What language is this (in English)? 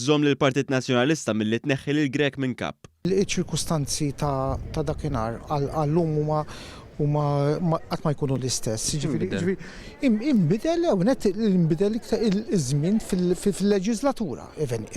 Maltese